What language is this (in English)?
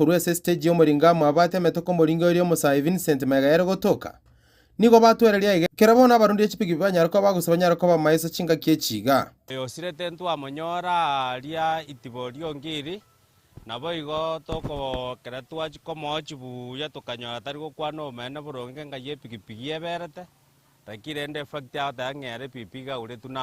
Gusii